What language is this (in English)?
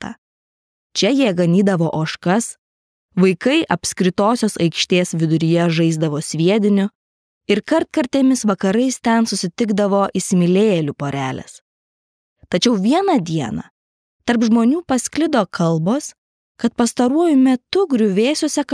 Lithuanian